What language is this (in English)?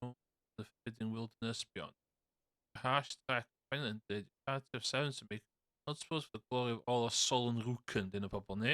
Welsh